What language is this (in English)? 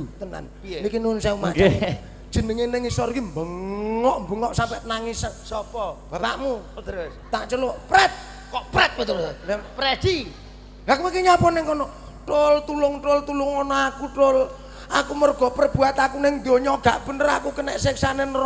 Javanese